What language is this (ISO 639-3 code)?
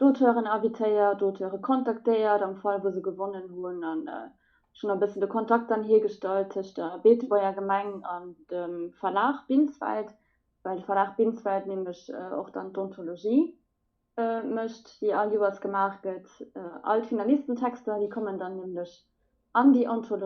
ltz